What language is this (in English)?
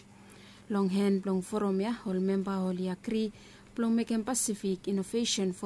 Bislama